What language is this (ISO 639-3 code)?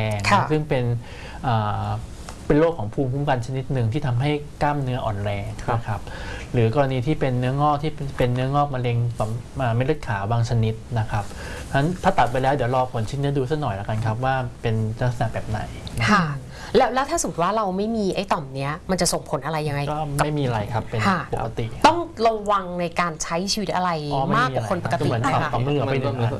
tha